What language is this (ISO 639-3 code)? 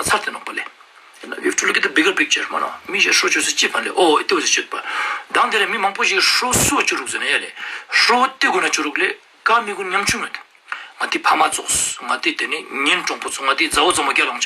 lbj